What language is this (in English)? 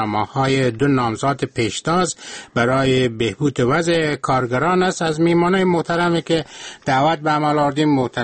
Persian